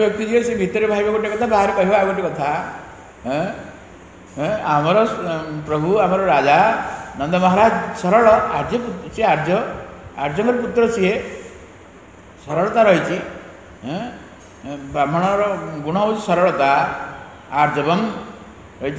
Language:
Odia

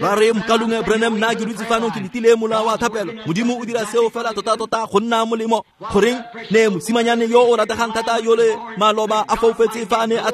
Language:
Tswana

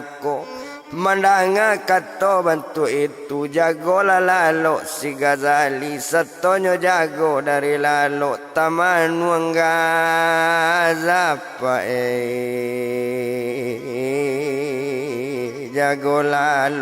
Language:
Minangkabau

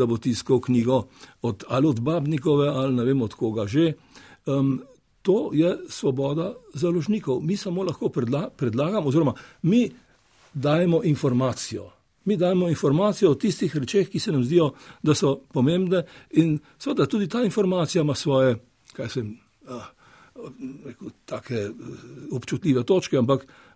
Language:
Slovenian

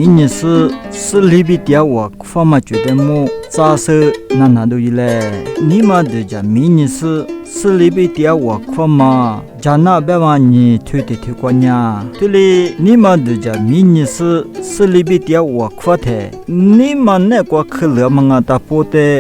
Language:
Lisu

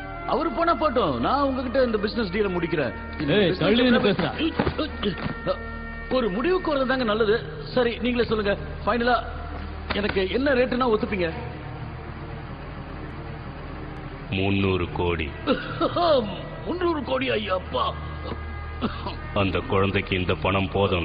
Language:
Tamil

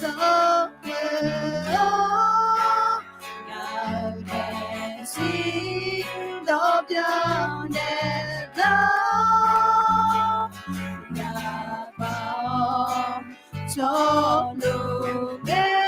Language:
Akha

